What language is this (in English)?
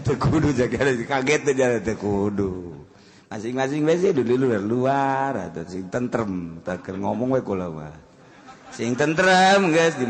Sundanese